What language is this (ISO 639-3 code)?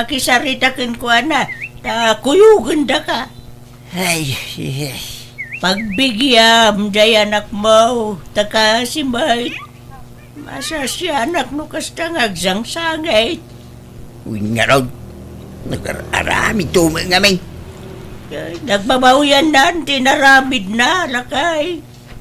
ilo